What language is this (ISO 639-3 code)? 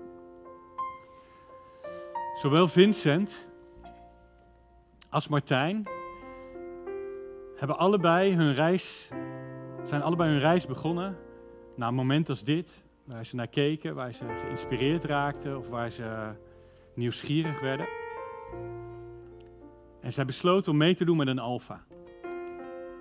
nld